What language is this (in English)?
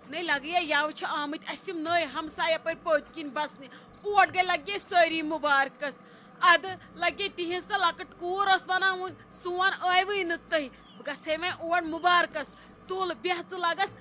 Kashmiri